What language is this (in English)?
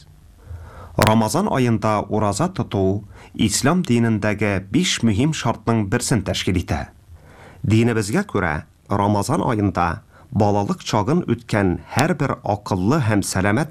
Tatar